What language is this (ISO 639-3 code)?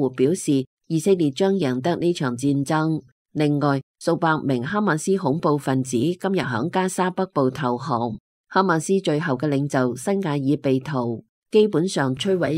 yue